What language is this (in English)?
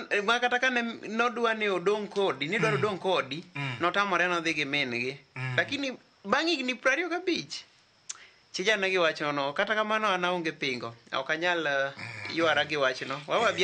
Luo (Kenya and Tanzania)